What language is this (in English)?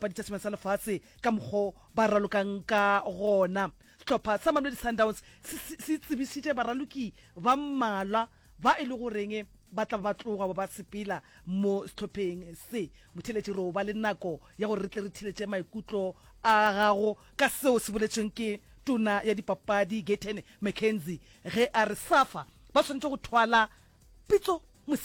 Northern Sotho